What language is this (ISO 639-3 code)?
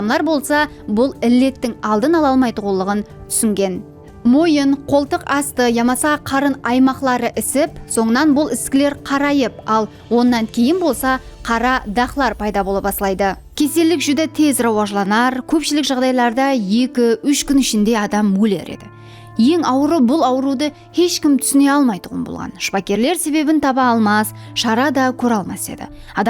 kaa